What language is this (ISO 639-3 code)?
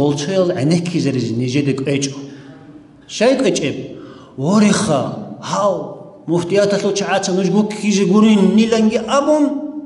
ava